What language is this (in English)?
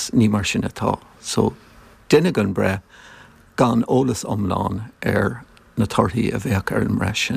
Irish